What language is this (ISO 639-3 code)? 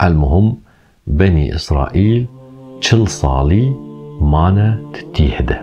kur